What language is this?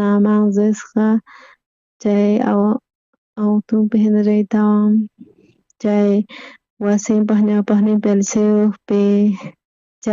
South Bolivian Quechua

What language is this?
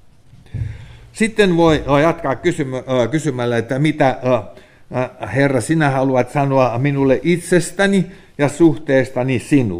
Finnish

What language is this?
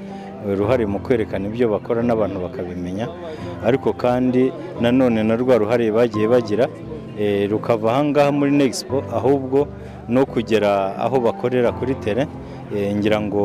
Kinyarwanda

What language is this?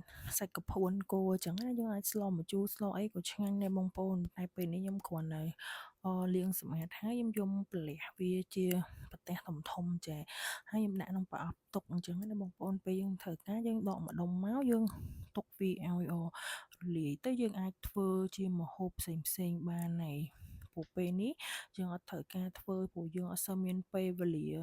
Khmer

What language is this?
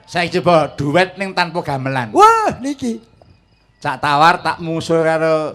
Javanese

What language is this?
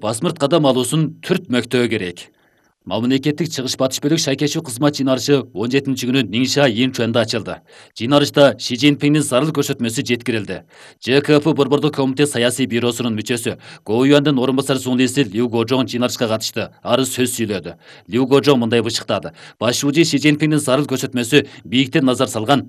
Kyrgyz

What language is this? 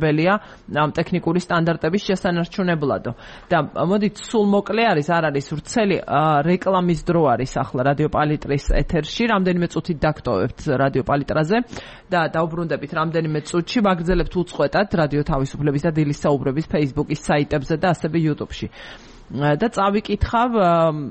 Georgian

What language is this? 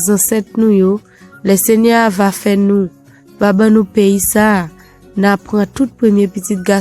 Haitian Creole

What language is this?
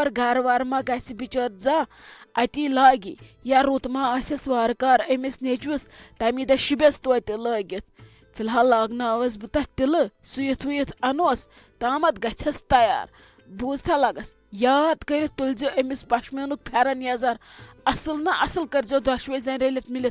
Kashmiri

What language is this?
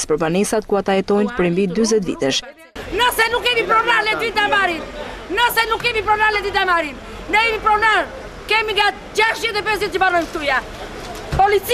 Albanian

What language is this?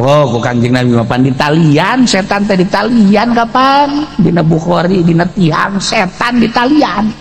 Sundanese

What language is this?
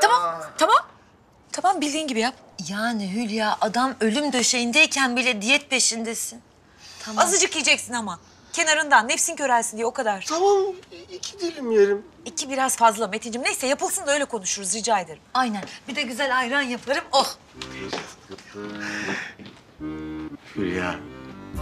Turkish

